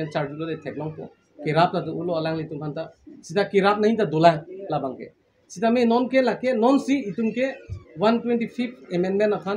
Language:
Karbi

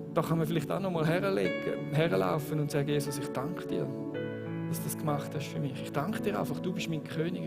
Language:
Swiss German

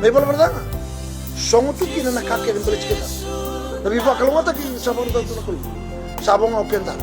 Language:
Fijian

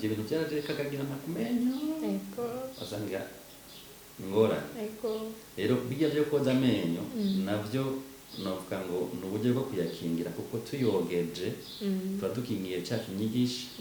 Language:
Rundi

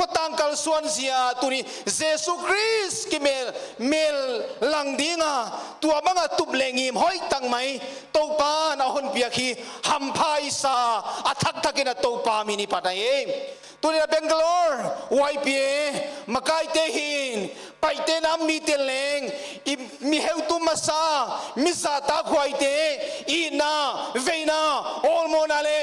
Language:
Paite Chin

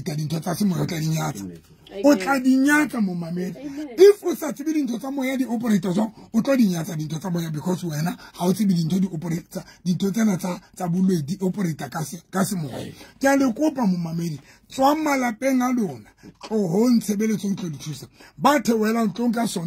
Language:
Southern Sotho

